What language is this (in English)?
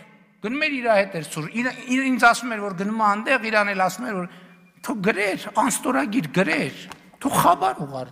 Armenian